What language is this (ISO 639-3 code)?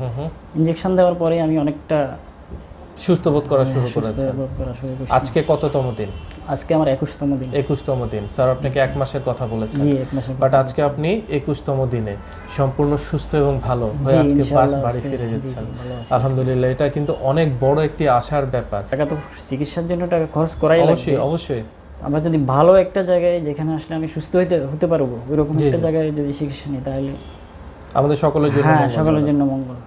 ben